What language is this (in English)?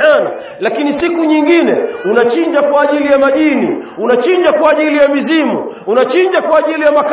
Swahili